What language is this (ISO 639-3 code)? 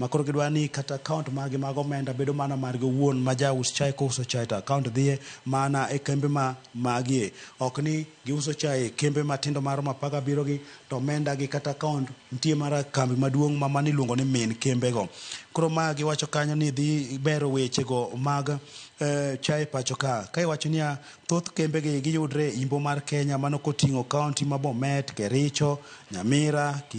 luo